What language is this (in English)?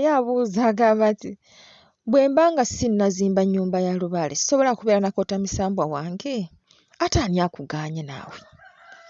Ganda